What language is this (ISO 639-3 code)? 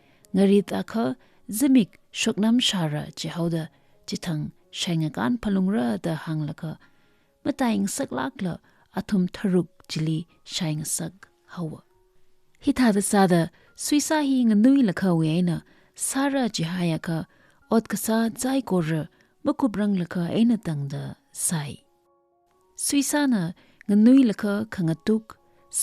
nmf